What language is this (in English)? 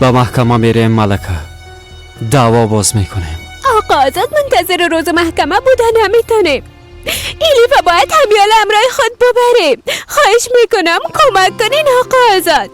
Persian